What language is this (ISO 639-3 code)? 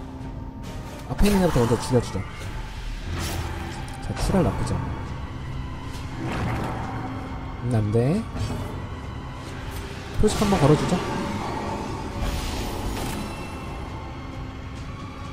kor